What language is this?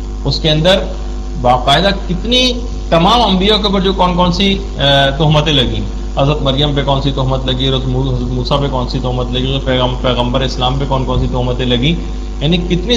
Urdu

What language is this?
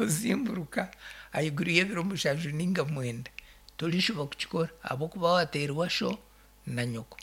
Nyankole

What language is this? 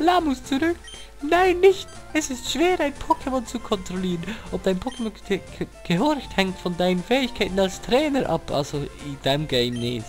Swiss German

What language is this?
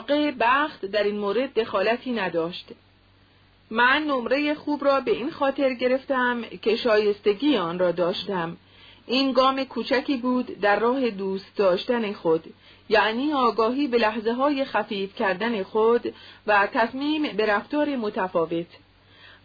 Persian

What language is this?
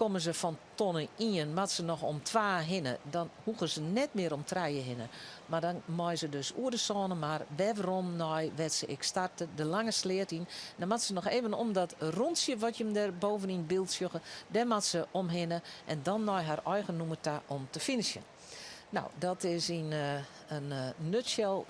Western Frisian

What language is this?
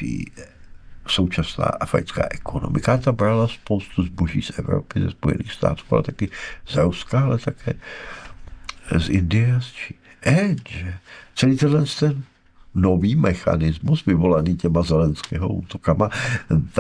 Czech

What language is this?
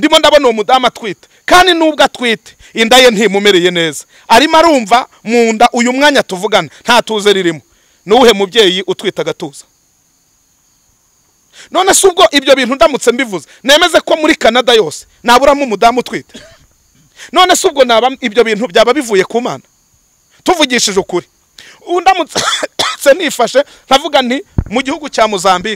Kinyarwanda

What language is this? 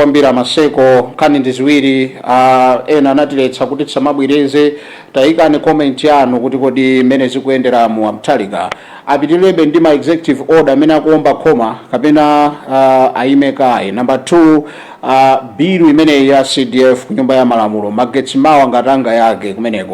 Nyanja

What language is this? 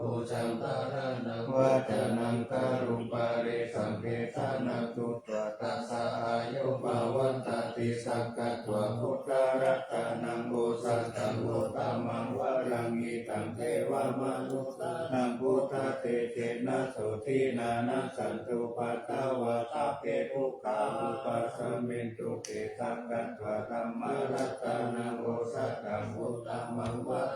Pali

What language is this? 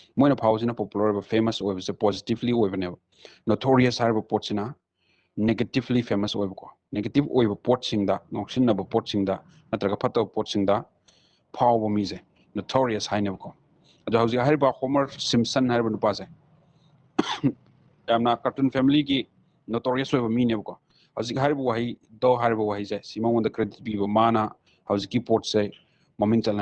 Manipuri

